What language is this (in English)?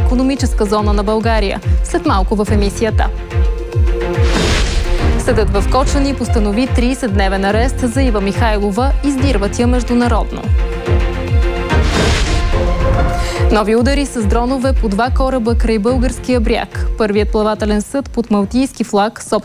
Bulgarian